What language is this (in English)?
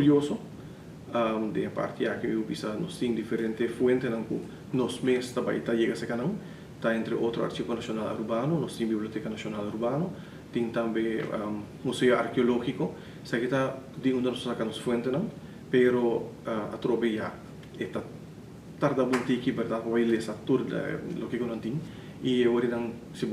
Papiamento